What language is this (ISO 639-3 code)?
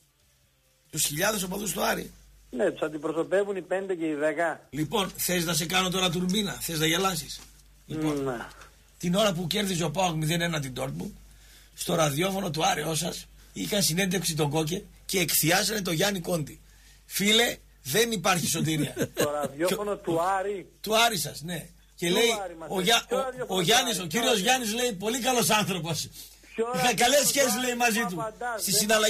ell